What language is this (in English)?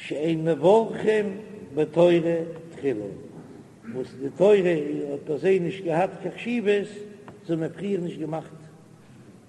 Yiddish